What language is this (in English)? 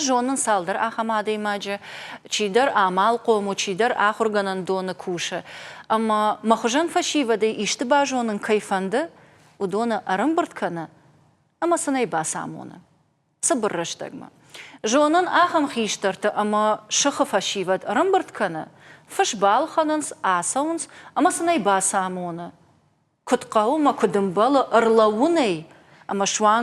Ossetic